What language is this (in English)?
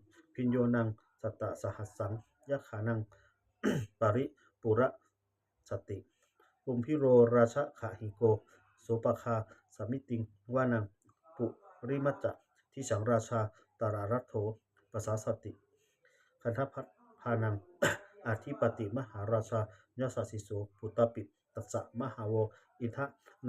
Pali